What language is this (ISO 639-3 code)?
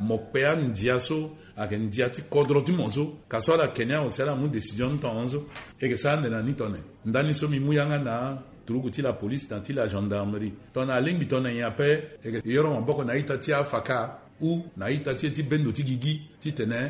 sag